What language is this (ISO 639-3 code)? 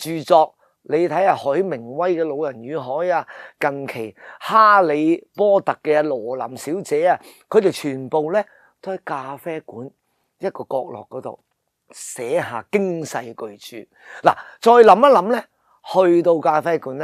yue